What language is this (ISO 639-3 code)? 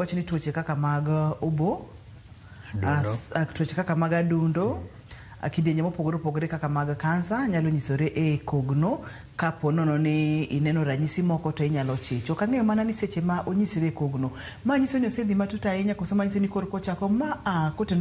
luo